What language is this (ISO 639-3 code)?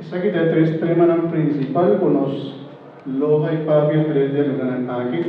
pap